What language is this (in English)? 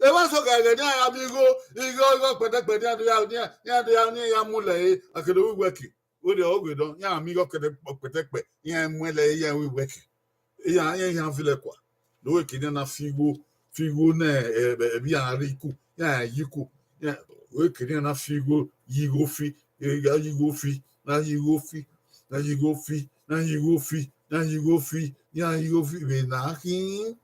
Bini